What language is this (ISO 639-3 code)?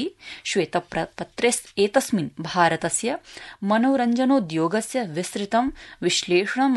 san